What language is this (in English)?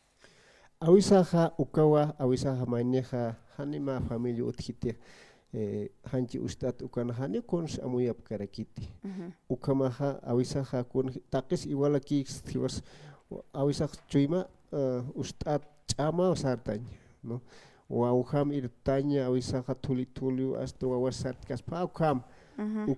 Aymara